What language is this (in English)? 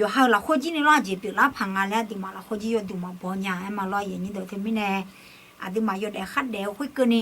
Akha